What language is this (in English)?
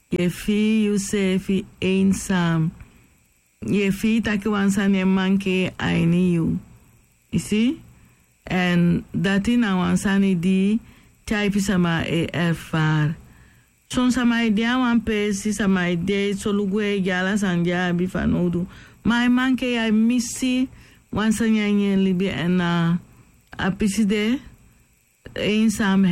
Sranan Tongo